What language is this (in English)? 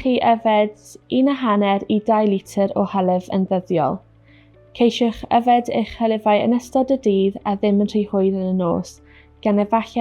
Welsh